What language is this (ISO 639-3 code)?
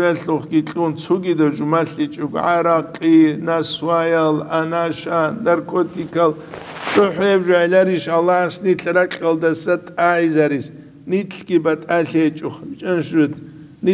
ava